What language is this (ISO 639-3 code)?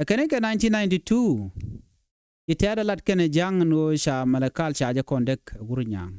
nus